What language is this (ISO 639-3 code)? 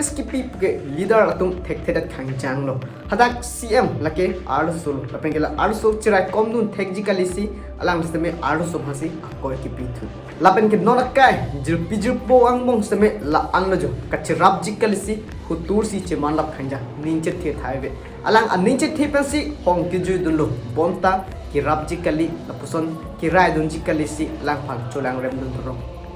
mjw